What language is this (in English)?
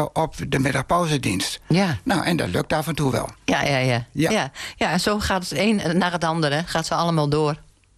Dutch